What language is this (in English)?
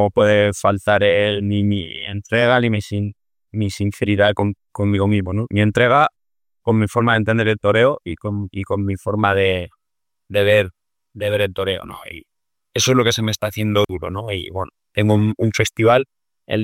Spanish